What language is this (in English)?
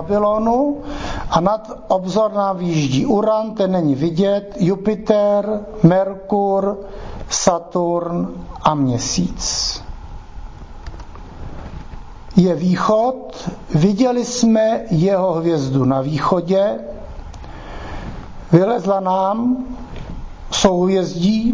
Czech